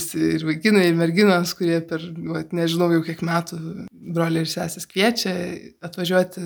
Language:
Lithuanian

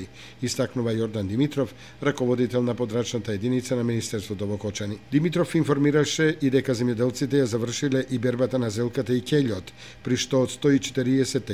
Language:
Macedonian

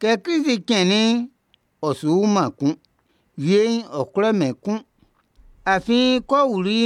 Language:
Baoulé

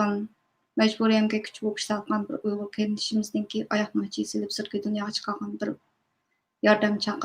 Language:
Uyghur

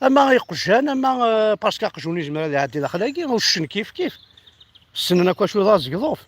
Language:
Kabyle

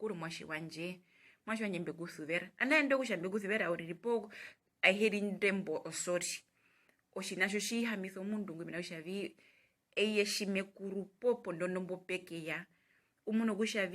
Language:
Herero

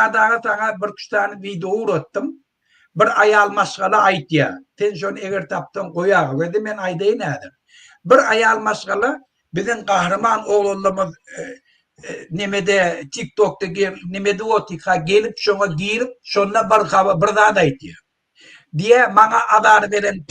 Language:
Turkmen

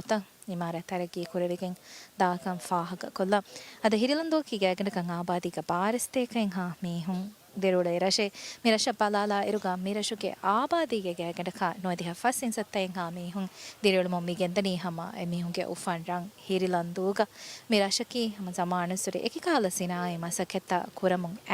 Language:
Divehi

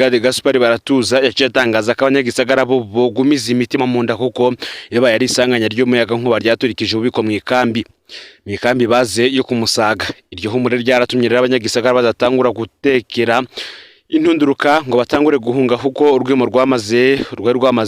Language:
Rundi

